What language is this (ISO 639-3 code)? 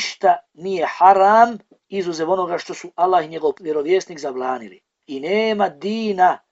bos